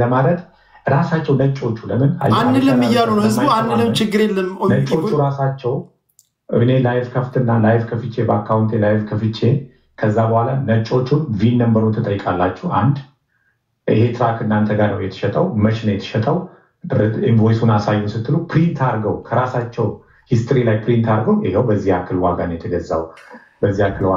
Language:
Amharic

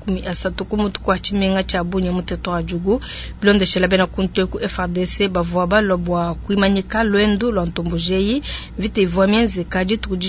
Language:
Luba-Lulua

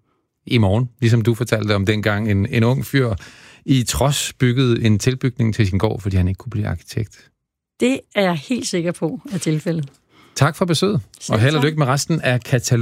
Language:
Danish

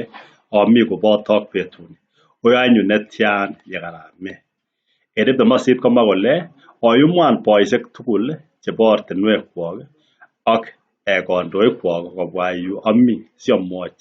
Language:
Kalenjin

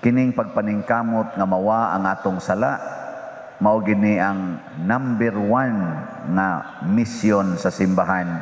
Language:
Cebuano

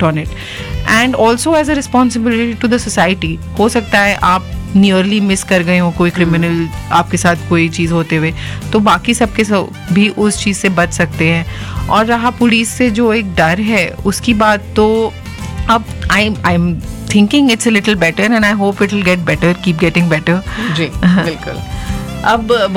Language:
Hindi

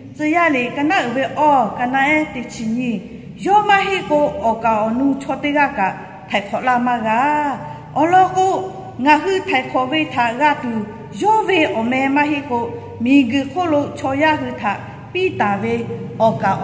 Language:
Lahu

